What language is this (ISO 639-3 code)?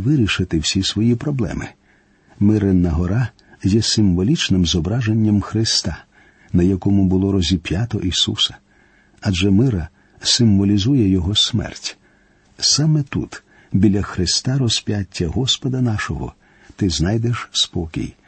ukr